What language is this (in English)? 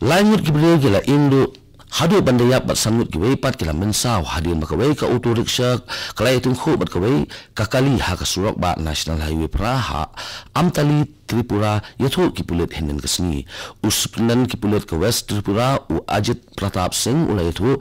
Khasi